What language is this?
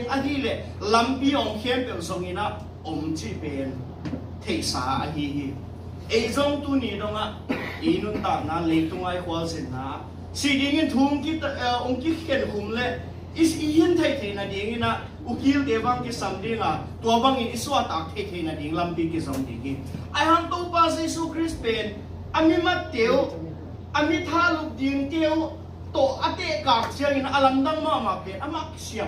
Tedim Chin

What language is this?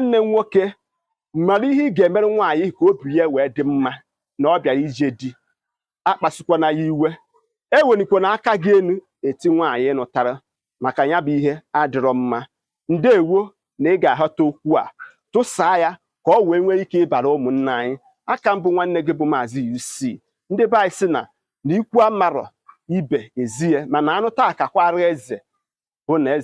Igbo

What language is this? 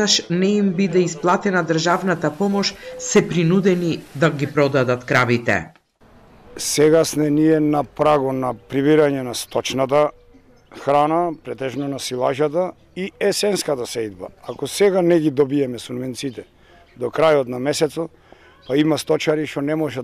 Macedonian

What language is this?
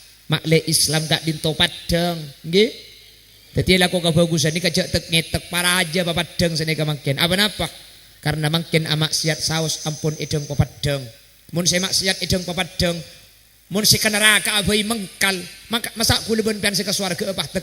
Madurese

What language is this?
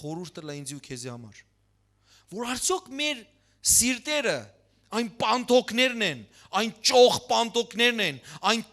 Western Armenian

